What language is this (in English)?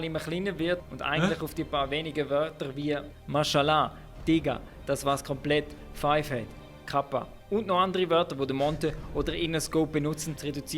Swiss German